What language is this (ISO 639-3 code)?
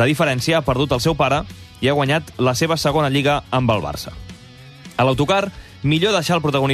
cat